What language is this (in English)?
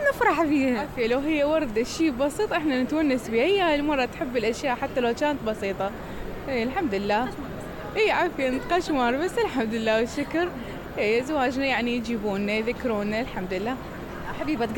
Mesopotamian Arabic